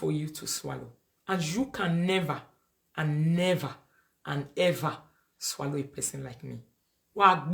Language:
Nigerian Pidgin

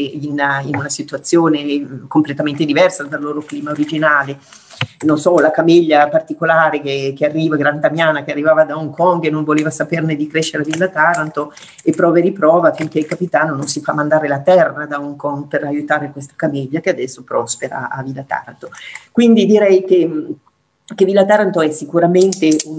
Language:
Italian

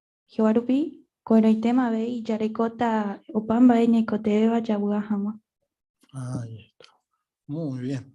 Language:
Guarani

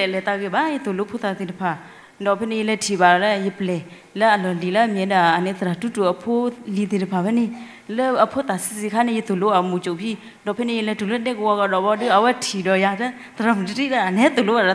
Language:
S'gaw Karen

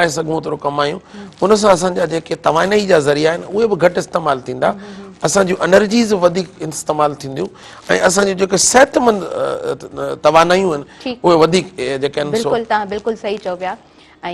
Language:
Sindhi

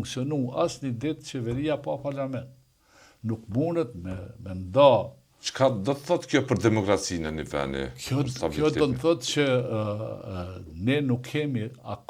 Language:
Albanian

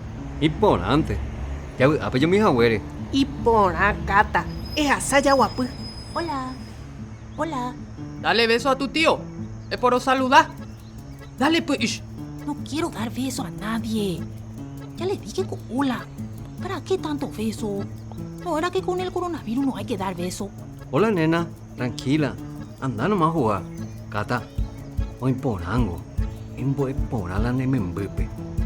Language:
Guarani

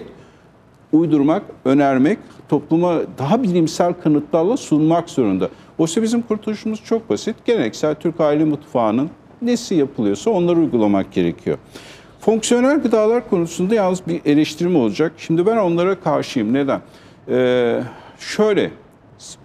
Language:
Turkish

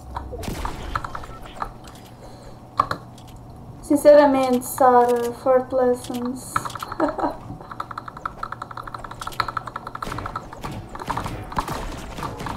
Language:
Portuguese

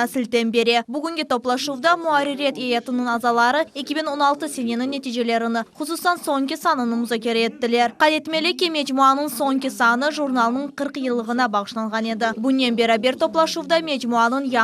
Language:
Crimean Tatar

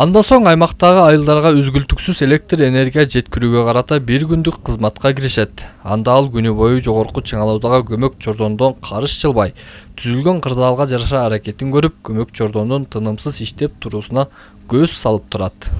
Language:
Kyrgyz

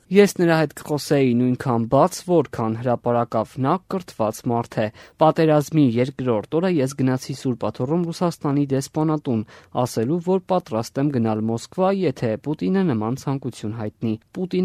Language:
Armenian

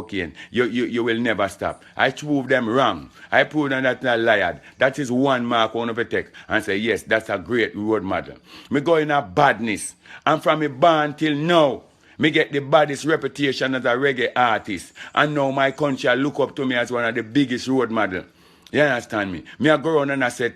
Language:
Jamaican Creole English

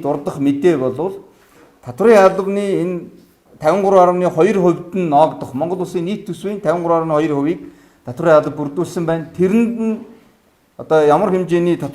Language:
Mongolian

